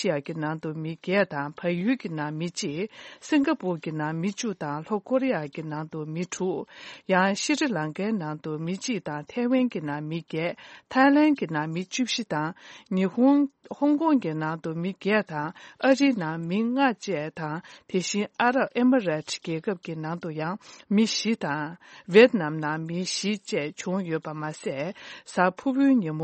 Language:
Tibetan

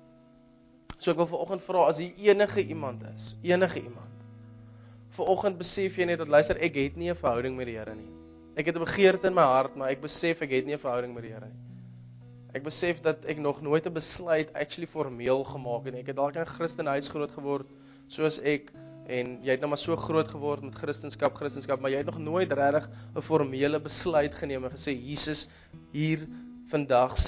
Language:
Afrikaans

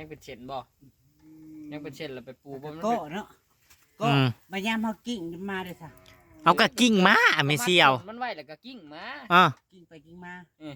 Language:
Northeastern Thai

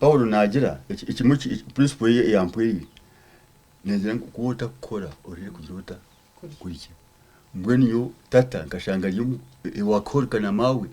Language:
Nyankole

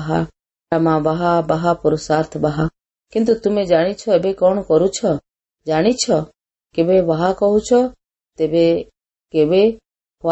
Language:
Odia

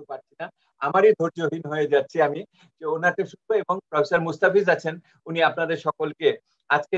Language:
Bangla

